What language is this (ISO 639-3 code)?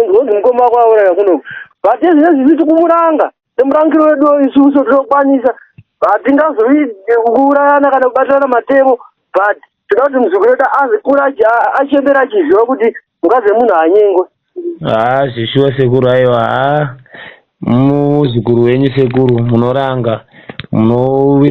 sna